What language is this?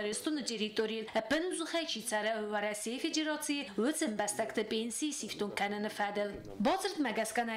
Ossetic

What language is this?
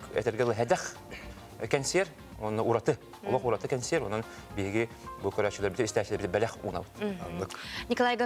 Yakut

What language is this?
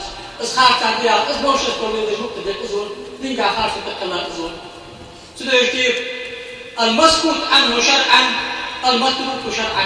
Ingush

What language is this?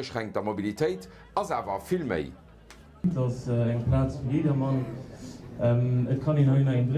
Luxembourgish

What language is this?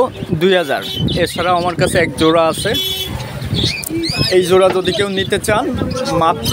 Bangla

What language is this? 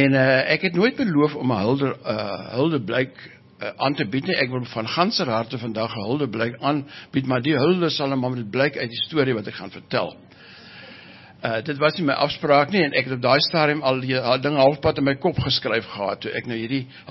Afrikaans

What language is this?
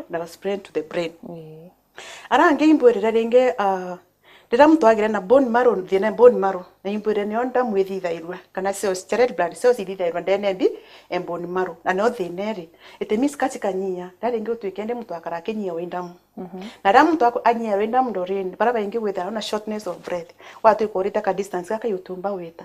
Meru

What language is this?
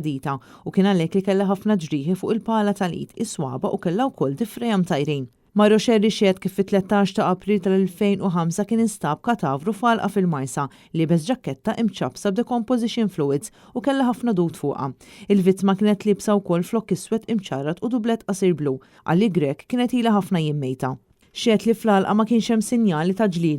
Maltese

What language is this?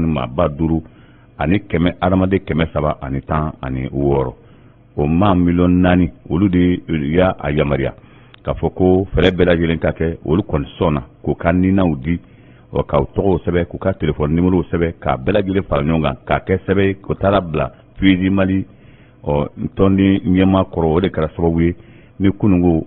Bambara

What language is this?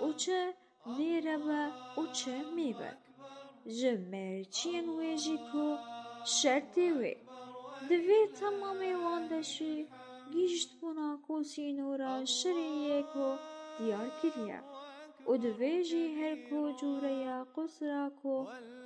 Kurdish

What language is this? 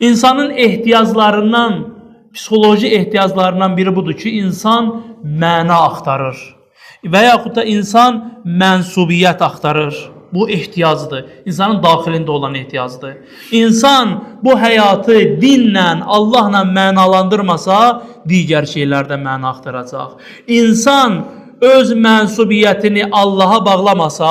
Azerbaijani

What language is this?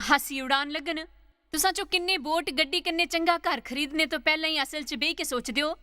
Dogri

